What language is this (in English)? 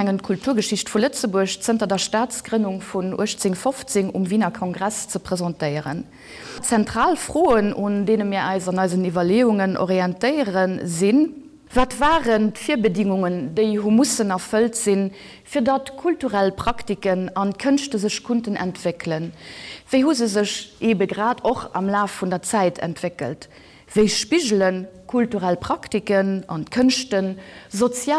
Luxembourgish